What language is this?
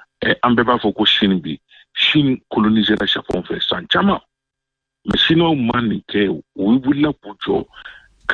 Bambara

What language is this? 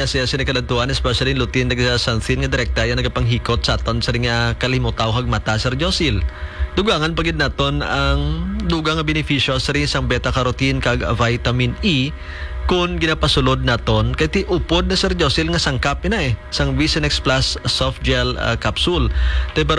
Hiligaynon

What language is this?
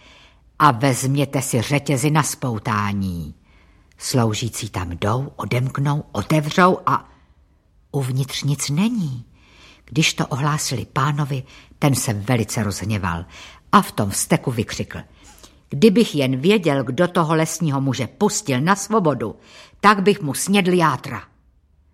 Czech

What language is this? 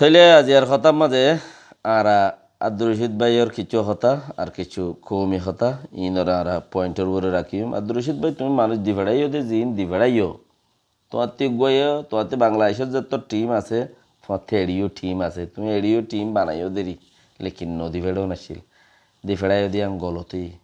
Rohingya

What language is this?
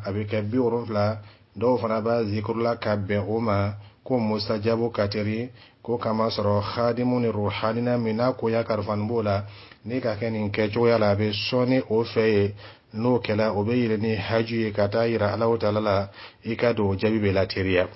Dyula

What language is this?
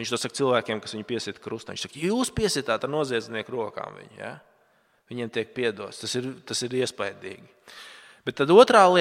Latvian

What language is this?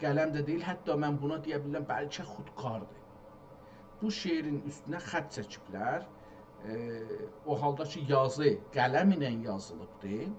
South Azerbaijani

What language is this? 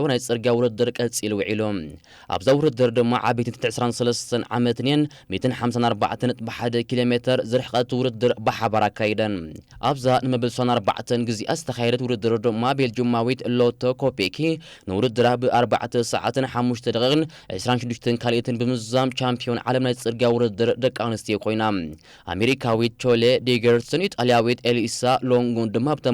Tigrinya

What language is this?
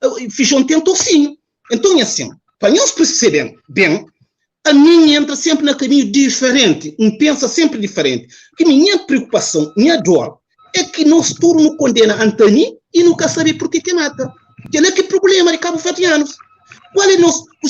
Kabuverdianu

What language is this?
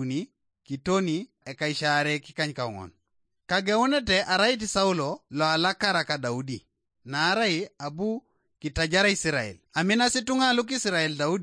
Teso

